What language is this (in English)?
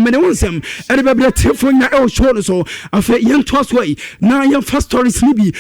Akan